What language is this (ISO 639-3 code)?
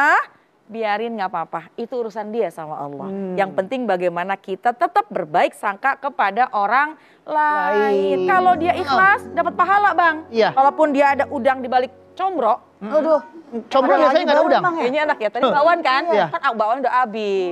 ind